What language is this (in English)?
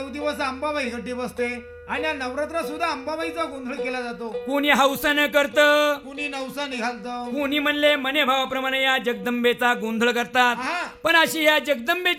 Marathi